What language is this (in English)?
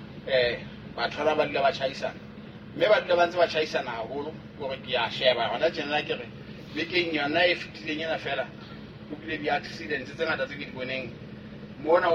Southern Sotho